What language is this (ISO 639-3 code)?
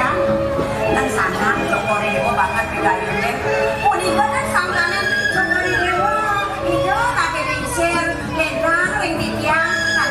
ban